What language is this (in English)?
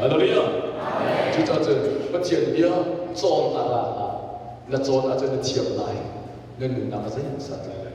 Hakha Chin